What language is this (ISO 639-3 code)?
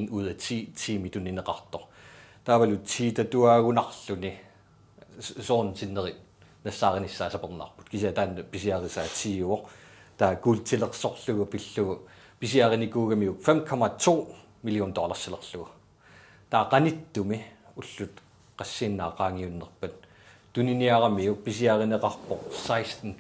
kal